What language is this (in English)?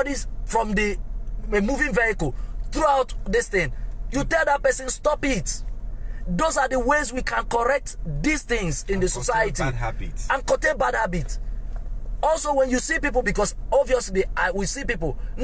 Igbo